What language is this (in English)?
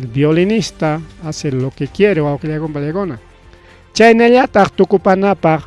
Ayacucho Quechua